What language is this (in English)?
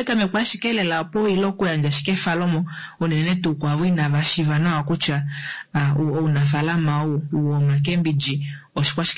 Kuanyama